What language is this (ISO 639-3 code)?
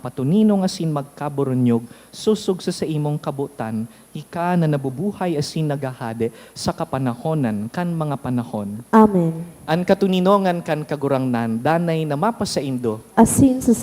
bik